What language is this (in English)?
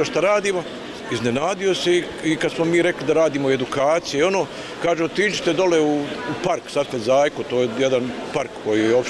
Bosnian